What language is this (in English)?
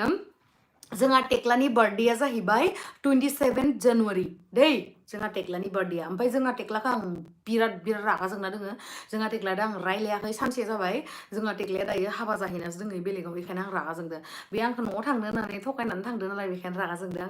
Bodo